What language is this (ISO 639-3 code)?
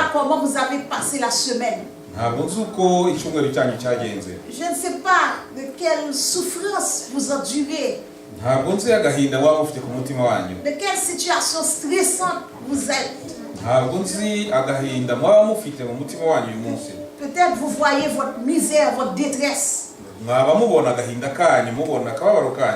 kin